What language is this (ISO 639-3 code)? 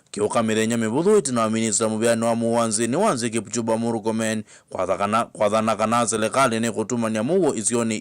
kam